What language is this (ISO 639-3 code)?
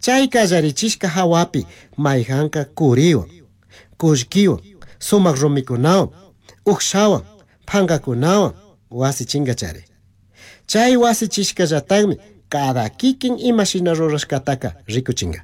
qug